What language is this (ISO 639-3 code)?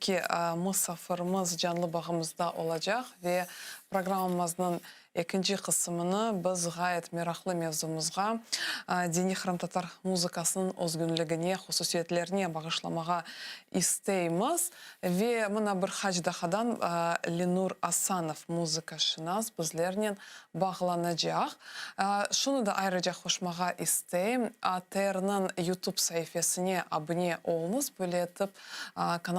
crh